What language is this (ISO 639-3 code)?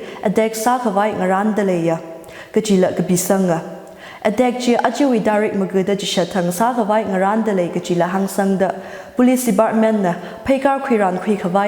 nmf